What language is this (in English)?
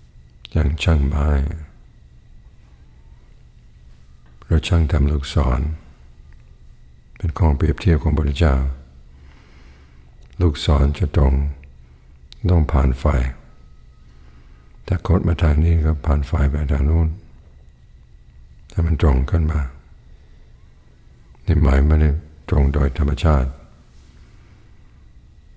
Thai